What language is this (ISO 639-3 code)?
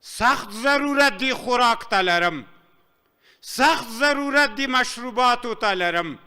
pus